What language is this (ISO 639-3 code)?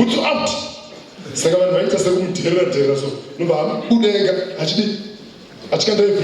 sna